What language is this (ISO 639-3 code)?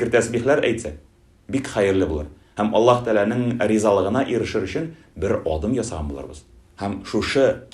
tat